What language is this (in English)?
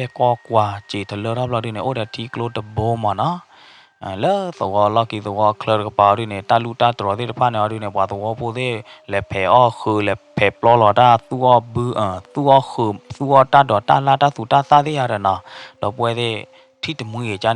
S'gaw Karen